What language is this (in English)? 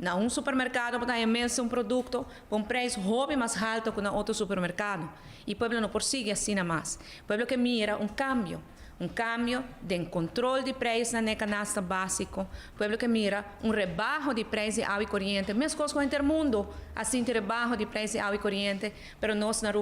Papiamento